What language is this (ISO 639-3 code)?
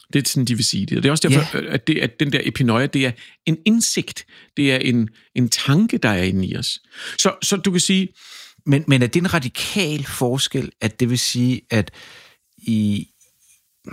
dan